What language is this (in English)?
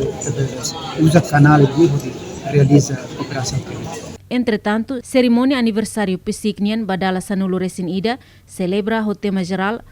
Tetum